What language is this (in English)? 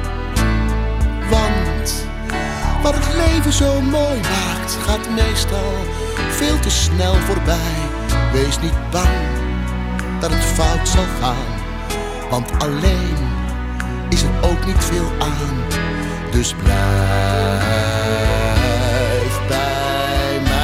Dutch